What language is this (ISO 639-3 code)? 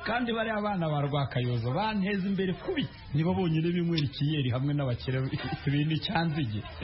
kin